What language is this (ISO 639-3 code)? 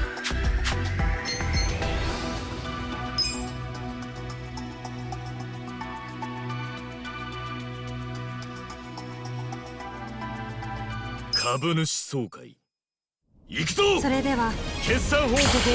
jpn